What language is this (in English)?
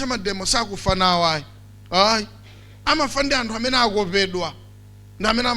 Nyanja